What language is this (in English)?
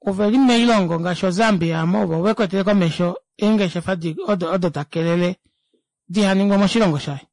Kuanyama